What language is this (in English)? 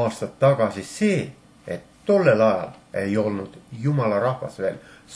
Estonian